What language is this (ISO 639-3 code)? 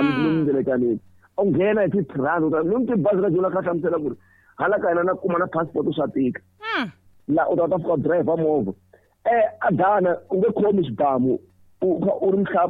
tso